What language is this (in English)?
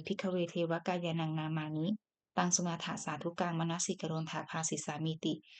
Pali